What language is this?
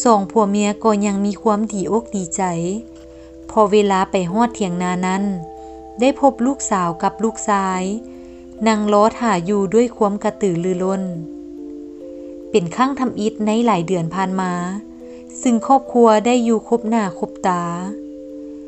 Lao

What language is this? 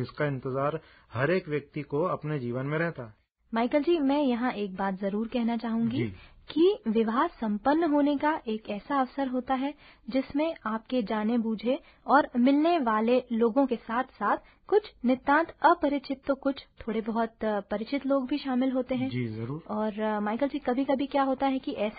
Hindi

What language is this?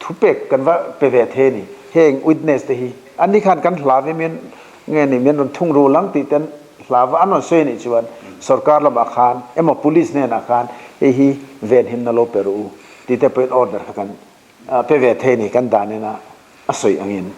Mizo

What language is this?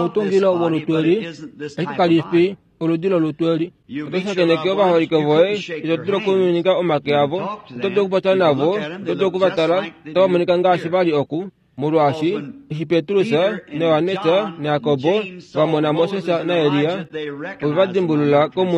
Kuanyama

